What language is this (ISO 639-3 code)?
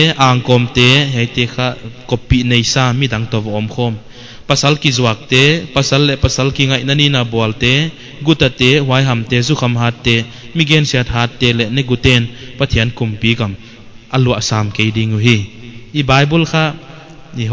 pck